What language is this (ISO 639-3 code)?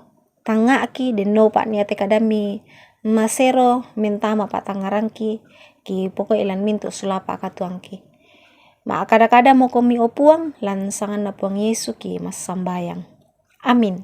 sda